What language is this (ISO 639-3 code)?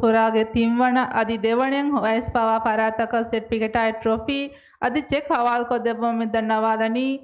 div